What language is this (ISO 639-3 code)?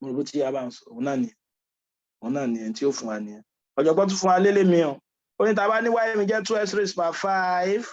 yor